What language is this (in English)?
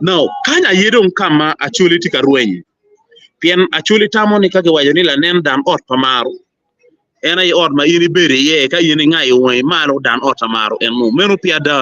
Acoli